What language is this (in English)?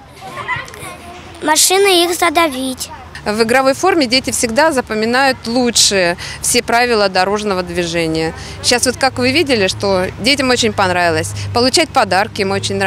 Russian